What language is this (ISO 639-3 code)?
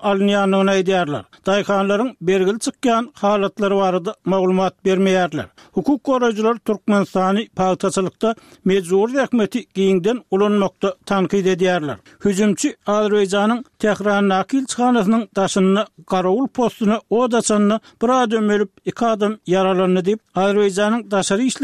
tuk